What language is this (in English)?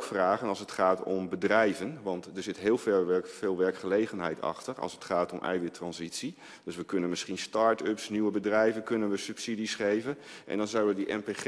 Dutch